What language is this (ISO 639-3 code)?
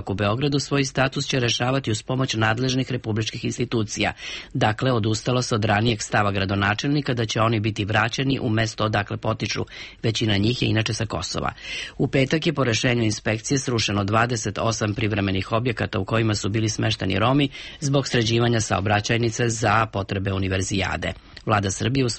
srp